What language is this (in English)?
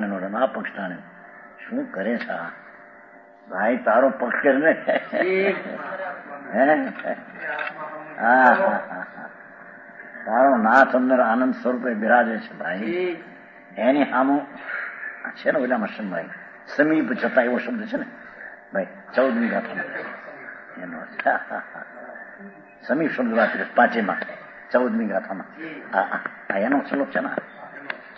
Gujarati